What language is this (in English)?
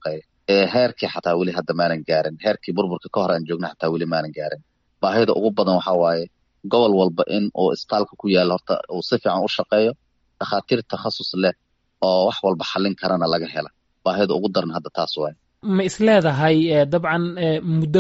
Somali